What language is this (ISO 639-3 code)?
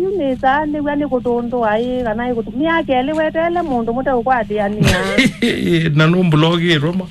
kam